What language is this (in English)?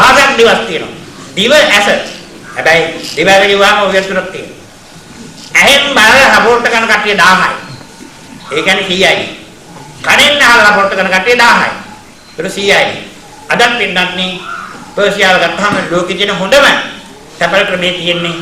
Sinhala